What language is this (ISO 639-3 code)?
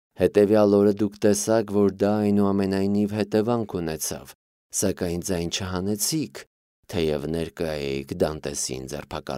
hye